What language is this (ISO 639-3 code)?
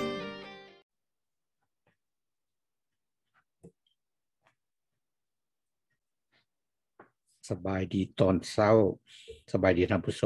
tha